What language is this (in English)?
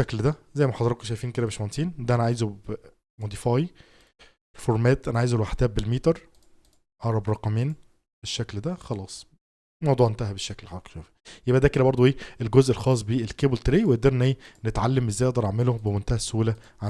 Egyptian Arabic